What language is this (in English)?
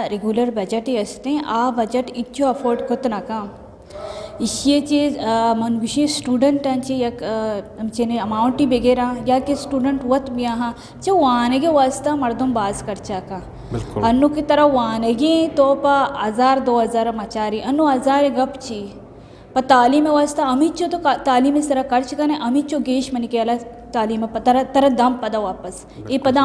Eastern Balochi